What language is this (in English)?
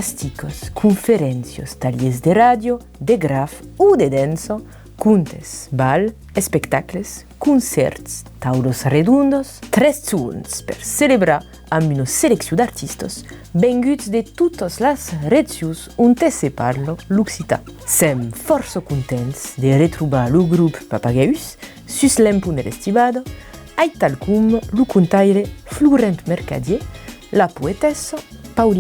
Occitan